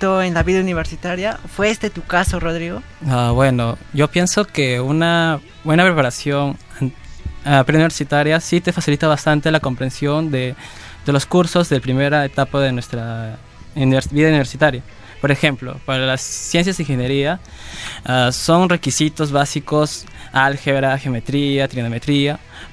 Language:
Spanish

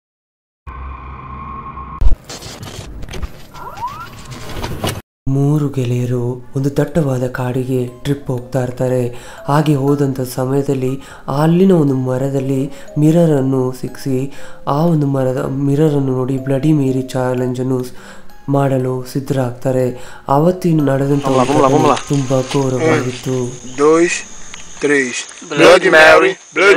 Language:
Kannada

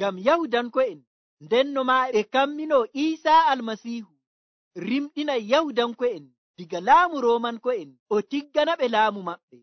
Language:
Nigerian Fulfulde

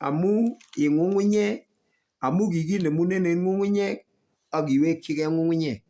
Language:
Kalenjin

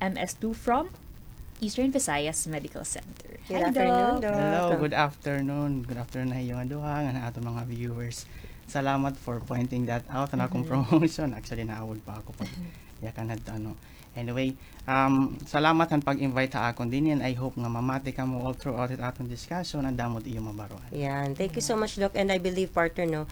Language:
Waray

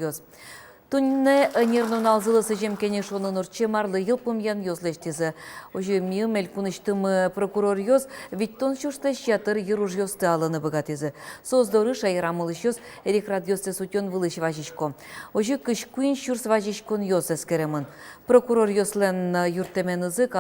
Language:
Udmurt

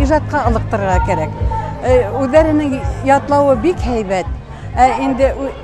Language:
Bashkir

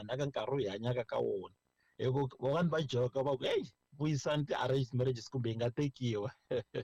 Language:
Tsonga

